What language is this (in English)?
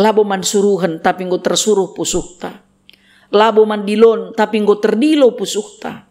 Batak Karo